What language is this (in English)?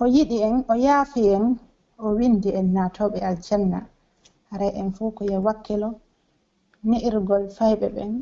Pular